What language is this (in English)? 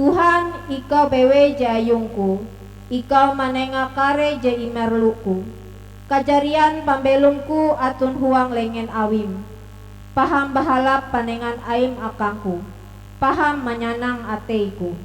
Ngaju